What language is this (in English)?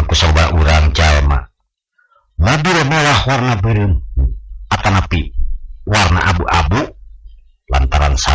Sundanese